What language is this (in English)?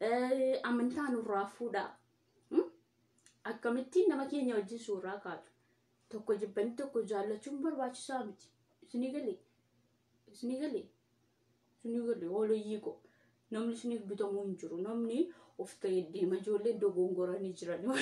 Oromo